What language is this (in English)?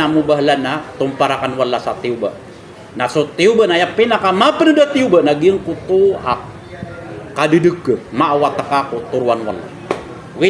Maranao